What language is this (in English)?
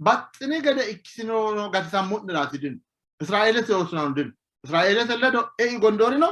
Sidamo